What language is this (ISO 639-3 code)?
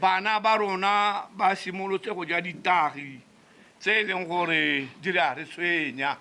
tsn